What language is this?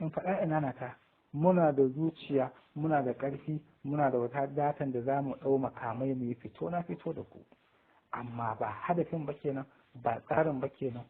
Hausa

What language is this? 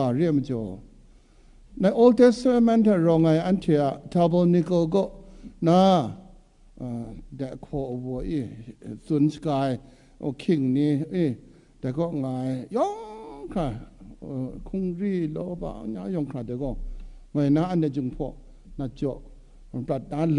Kachin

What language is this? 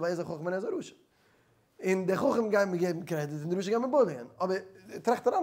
Yiddish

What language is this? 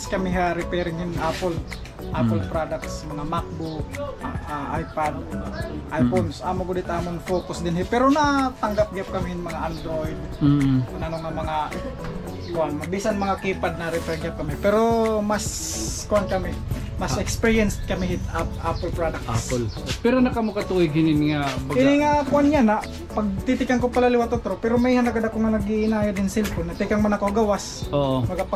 Waray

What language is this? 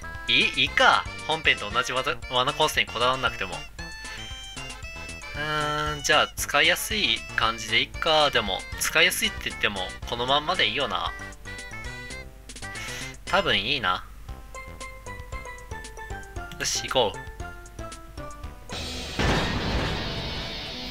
Japanese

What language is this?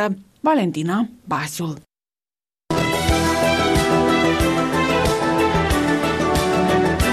Romanian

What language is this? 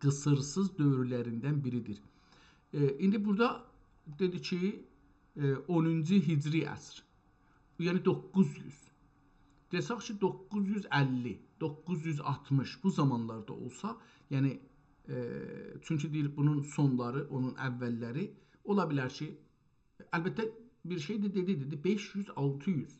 South Azerbaijani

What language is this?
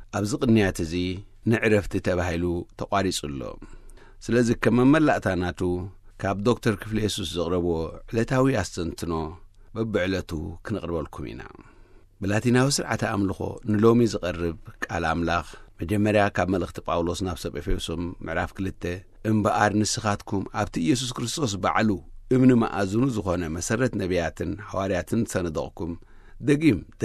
Tigrinya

